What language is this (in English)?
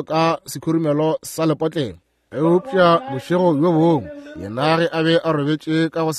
Northern Sotho